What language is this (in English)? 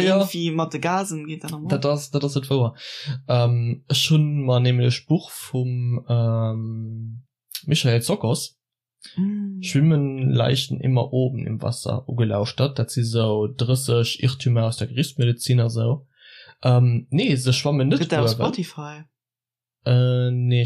Luxembourgish